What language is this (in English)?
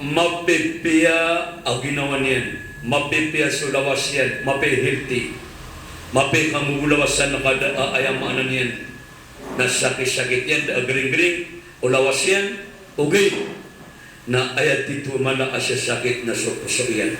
Maranao